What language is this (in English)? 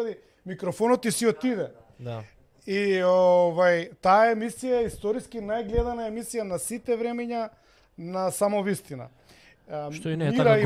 Macedonian